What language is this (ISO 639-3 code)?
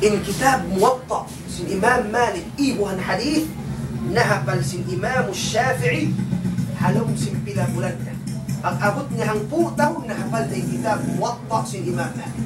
tsg